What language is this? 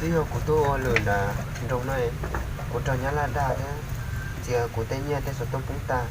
Hmong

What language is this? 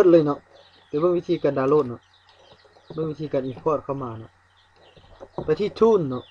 Lao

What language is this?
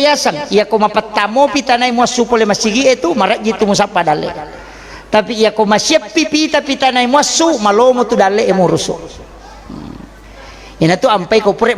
Buginese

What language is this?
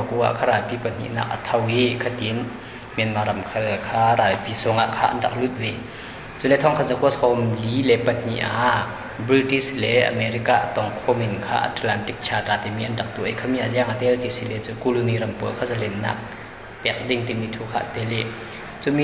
Falam Chin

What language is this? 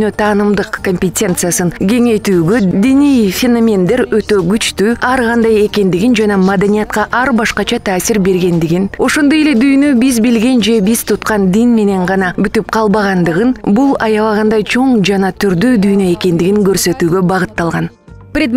Kyrgyz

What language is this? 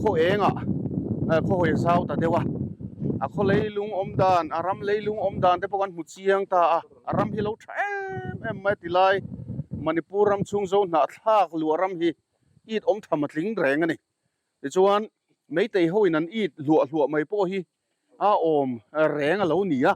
Mizo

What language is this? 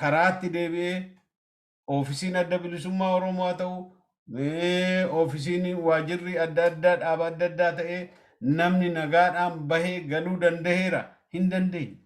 Oromo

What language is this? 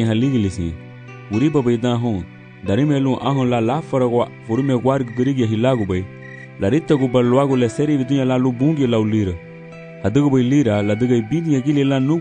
Garifuna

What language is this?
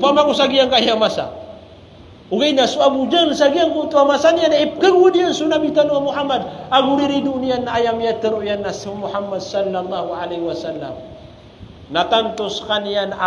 Maranao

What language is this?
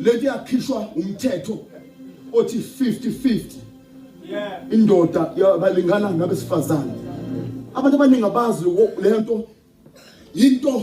Zulu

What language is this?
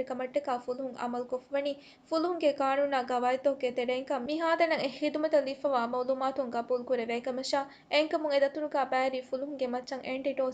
Divehi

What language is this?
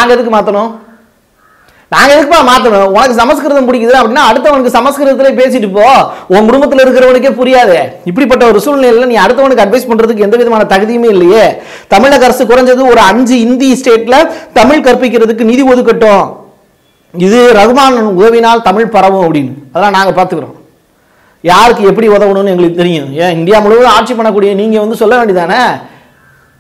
Tamil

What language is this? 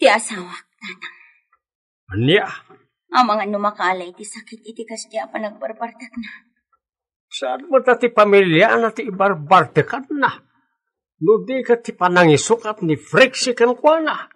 Iloko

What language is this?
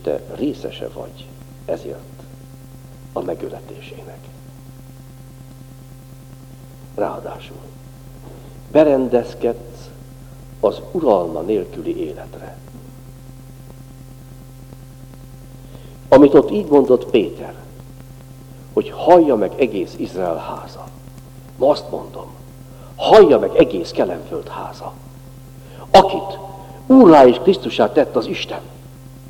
Hungarian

